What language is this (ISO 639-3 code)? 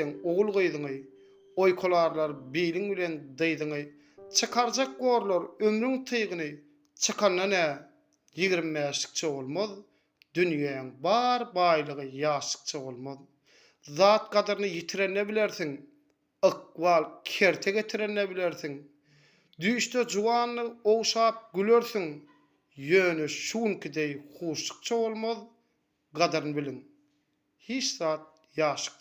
tuk